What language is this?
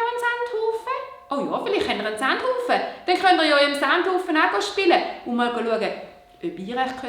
Swiss German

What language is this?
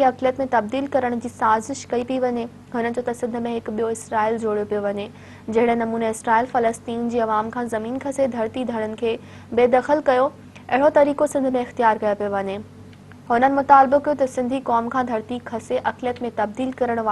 Sindhi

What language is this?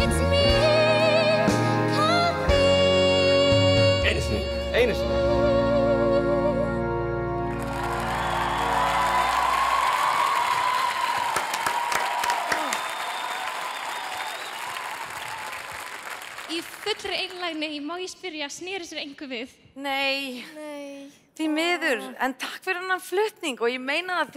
Icelandic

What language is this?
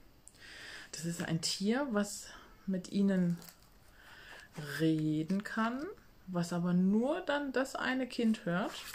German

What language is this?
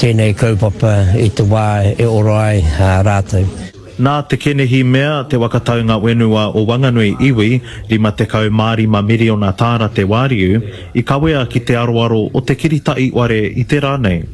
Māori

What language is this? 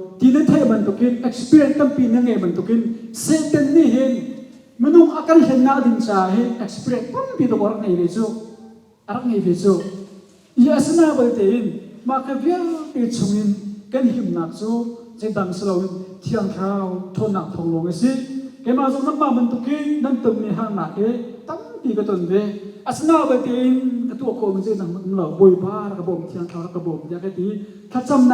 Hakha Chin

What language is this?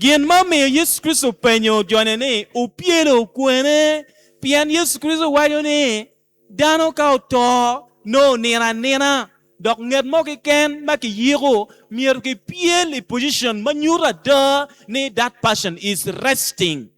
Acoli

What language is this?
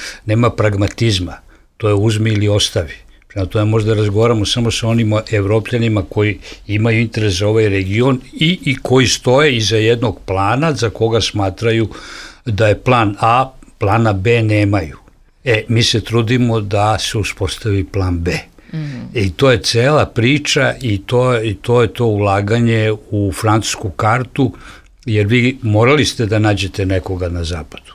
Serbian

